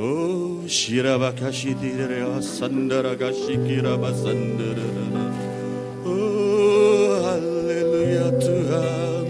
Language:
Iban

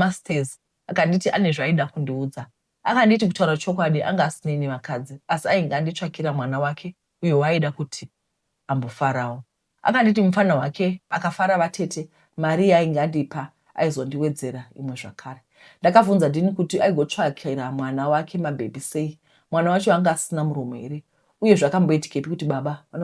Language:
Shona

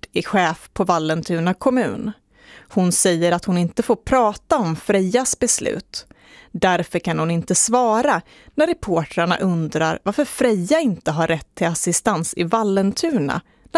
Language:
Swedish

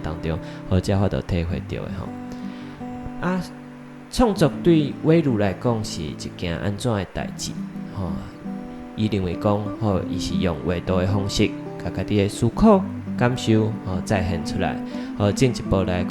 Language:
Min Nan Chinese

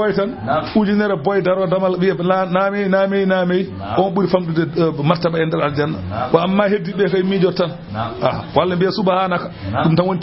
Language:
Fula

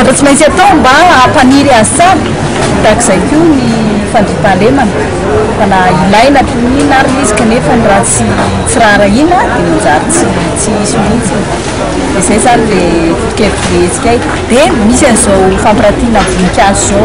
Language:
Malagasy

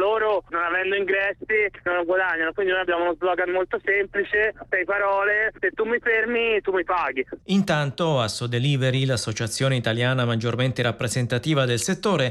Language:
Italian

